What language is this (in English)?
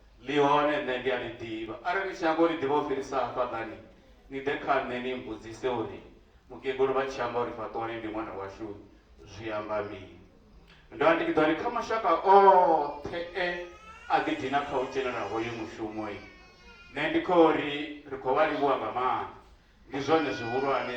Venda